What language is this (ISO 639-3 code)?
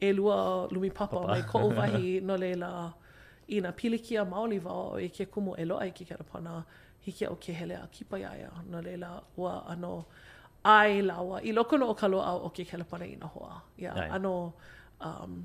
haw